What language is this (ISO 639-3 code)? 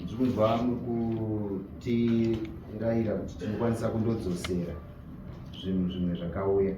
sna